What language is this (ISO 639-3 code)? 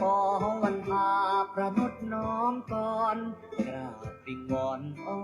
pli